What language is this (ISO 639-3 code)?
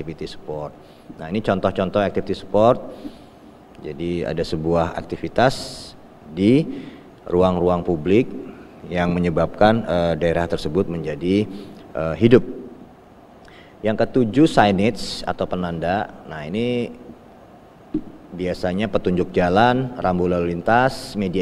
ind